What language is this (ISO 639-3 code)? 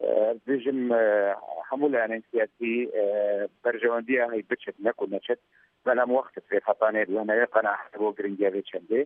kur